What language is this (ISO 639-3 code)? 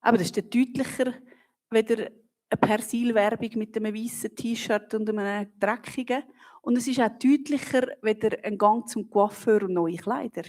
gsw